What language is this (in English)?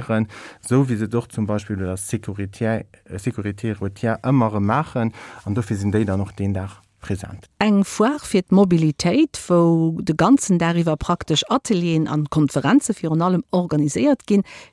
Luxembourgish